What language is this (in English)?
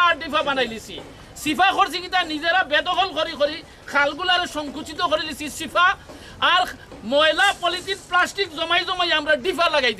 Sylheti